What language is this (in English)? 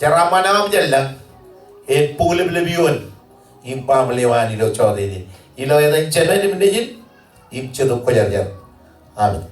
Marshallese